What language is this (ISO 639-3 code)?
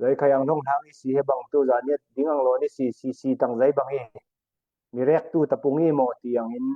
cfm